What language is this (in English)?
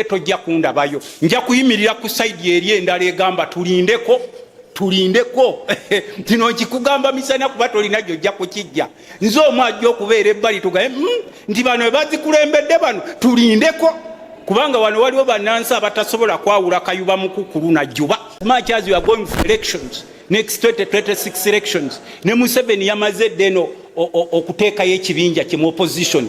Ganda